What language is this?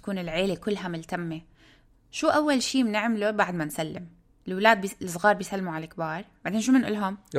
North Levantine Arabic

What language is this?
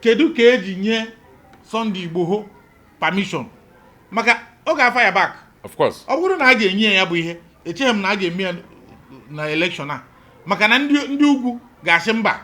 Igbo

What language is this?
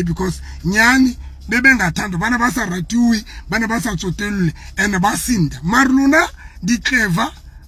Southern Sotho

